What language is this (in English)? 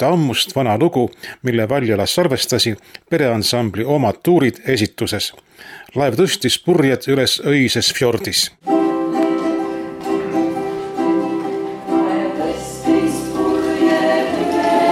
Estonian